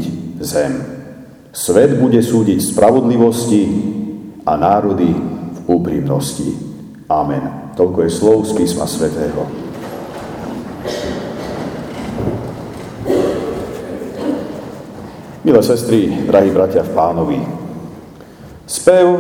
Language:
Slovak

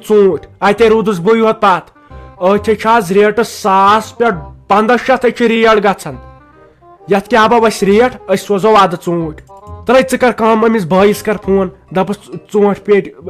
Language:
Kashmiri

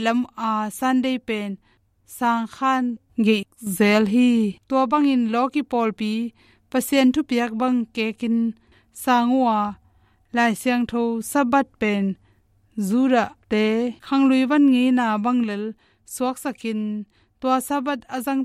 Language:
Tedim Chin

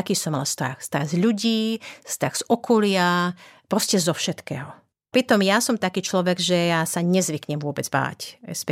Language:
Slovak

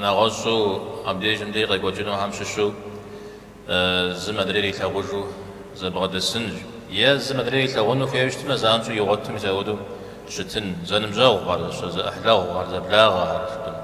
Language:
Kabardian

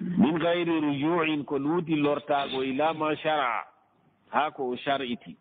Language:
Fula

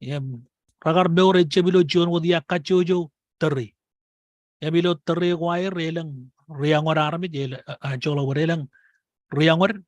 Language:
Marshallese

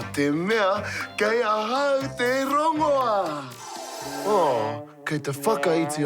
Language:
Māori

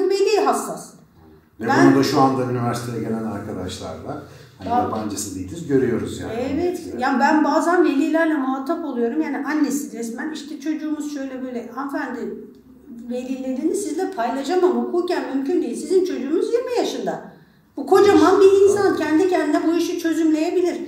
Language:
Turkish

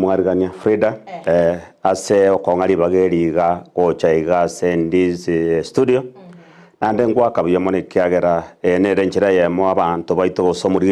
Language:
Gusii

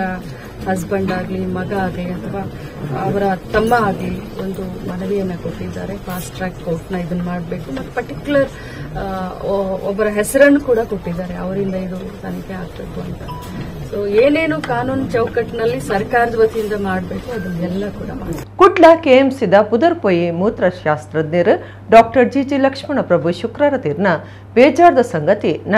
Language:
Tulu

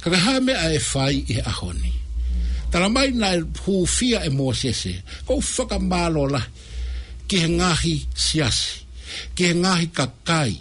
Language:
Tongan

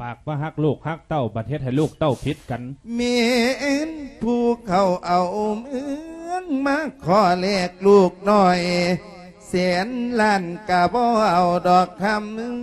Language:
Lao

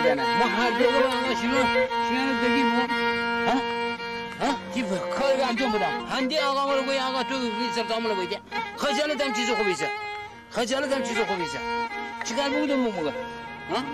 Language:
Persian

